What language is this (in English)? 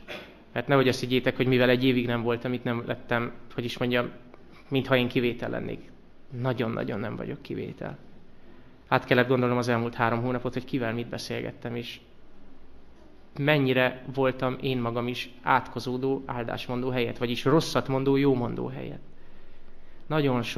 Hungarian